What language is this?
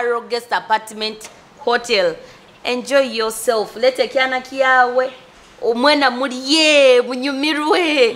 Nyoro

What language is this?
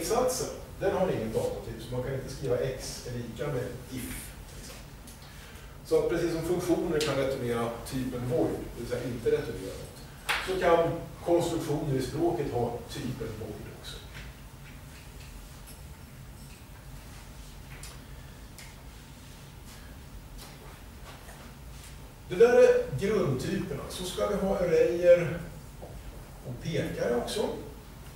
Swedish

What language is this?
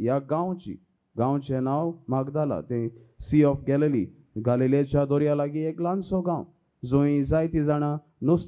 Konkani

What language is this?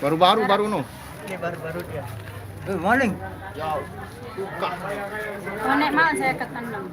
Sasak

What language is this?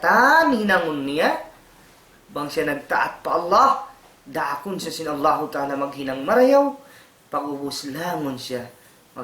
Tausug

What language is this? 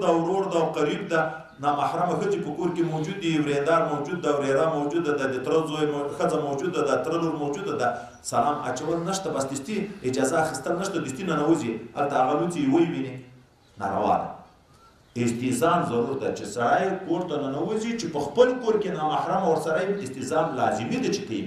Pashto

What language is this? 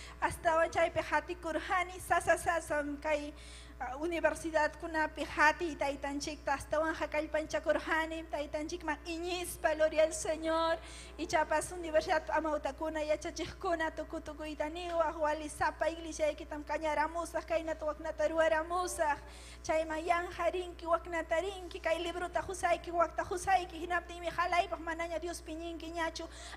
Ayacucho Quechua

